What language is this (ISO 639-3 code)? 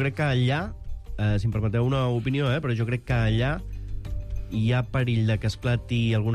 cat